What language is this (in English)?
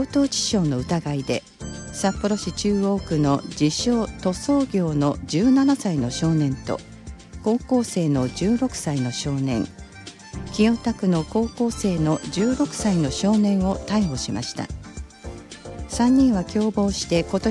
Japanese